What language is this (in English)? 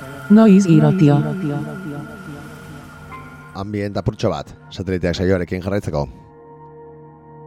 Basque